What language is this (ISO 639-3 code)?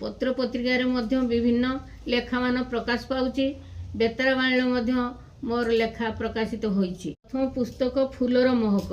ori